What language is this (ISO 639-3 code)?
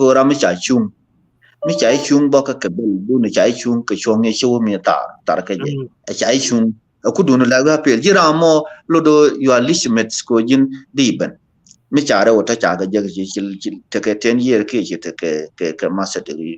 nus